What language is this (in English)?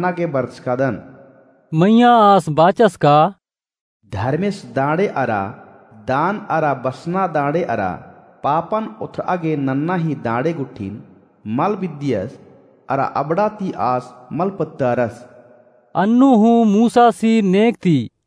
Kurukh